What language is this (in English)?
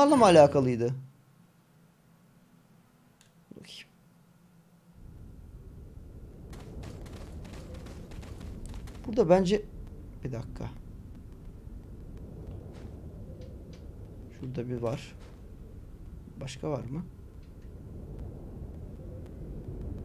Turkish